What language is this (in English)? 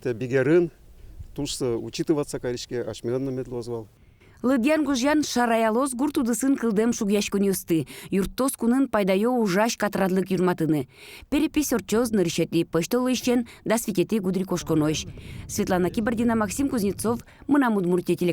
Udmurt